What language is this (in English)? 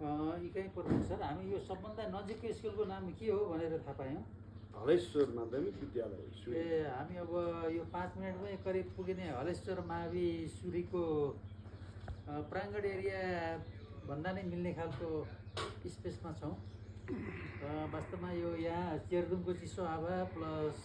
Nepali